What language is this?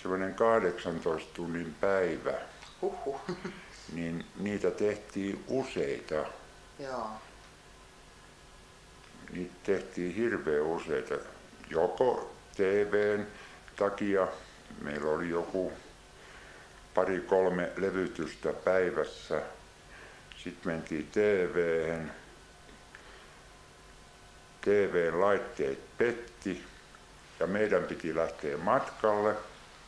Finnish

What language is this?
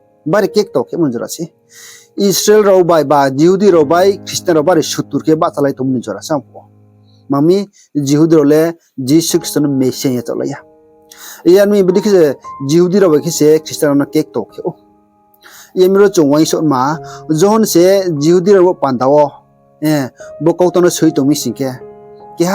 Riang (India)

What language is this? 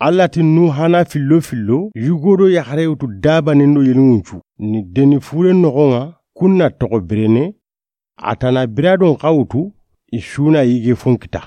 Soninke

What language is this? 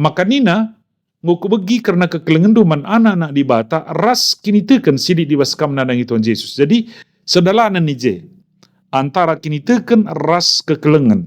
Batak Karo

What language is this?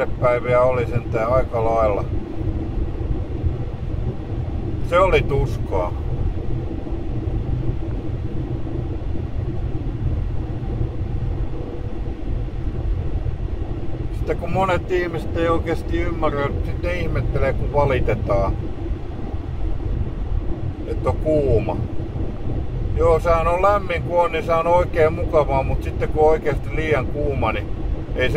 Finnish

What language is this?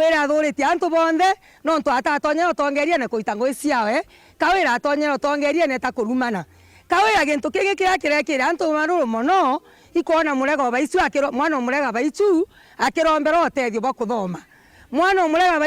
Meru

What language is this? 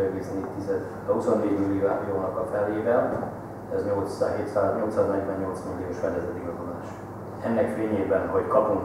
Hungarian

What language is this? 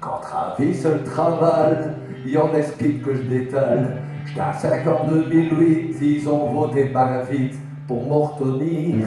Picard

